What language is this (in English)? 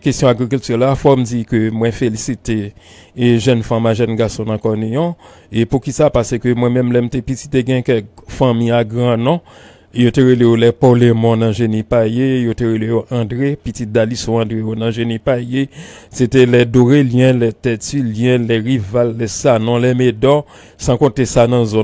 Haitian Creole